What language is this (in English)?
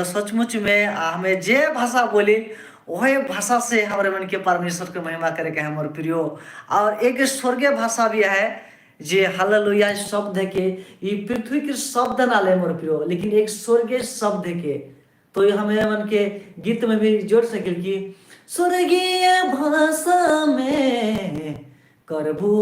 Sadri